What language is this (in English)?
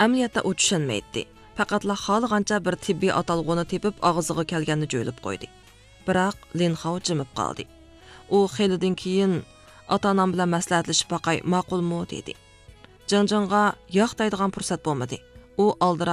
Uyghur